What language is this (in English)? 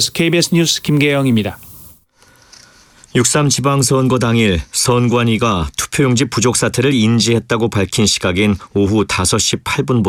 Korean